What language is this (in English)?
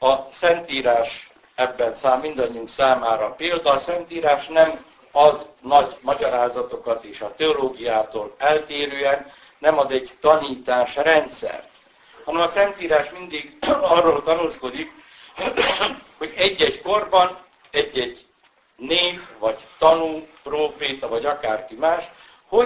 Hungarian